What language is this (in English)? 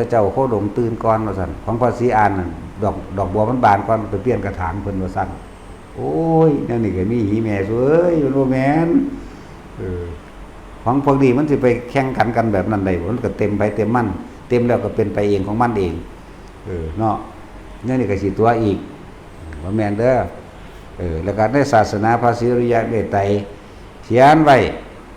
Northeastern Thai